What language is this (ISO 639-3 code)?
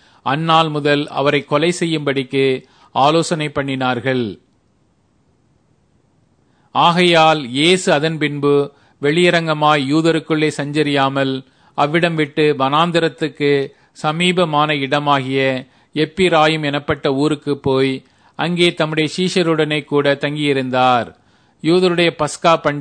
tam